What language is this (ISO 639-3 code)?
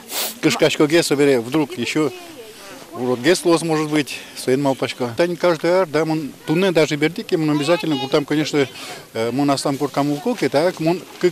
udm